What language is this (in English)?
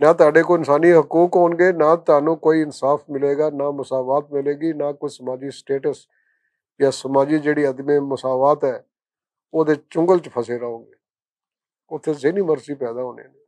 Western Panjabi